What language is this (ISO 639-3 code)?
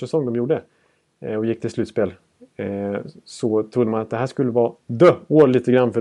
swe